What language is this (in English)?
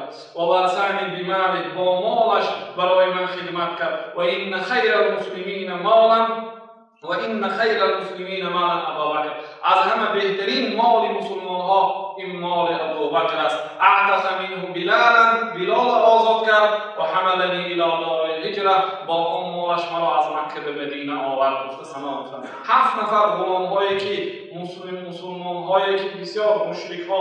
Tajik